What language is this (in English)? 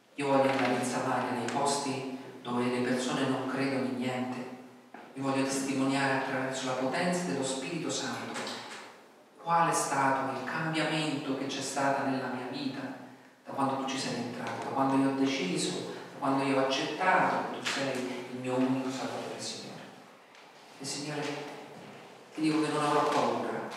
Italian